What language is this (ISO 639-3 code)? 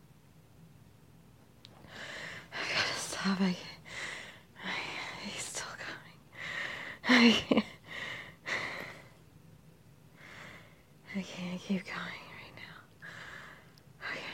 eng